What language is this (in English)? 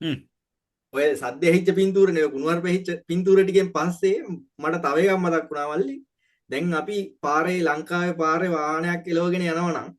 Sinhala